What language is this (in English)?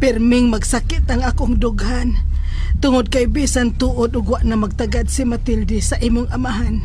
Cebuano